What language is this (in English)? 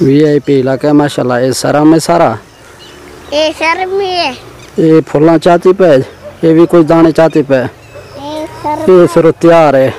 Saraiki